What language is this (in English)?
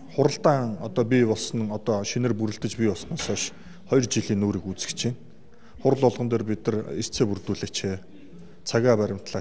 Mongolian